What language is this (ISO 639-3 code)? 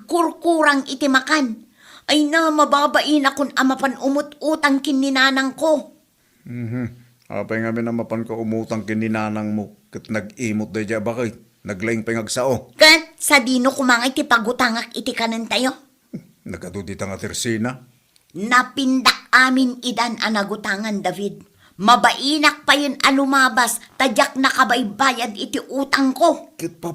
ilo